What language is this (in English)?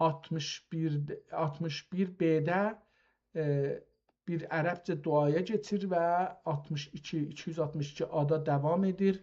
South Azerbaijani